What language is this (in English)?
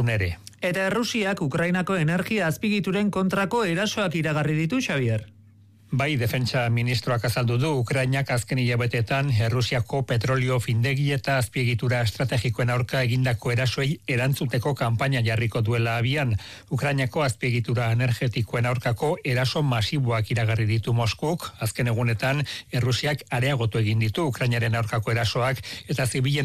Basque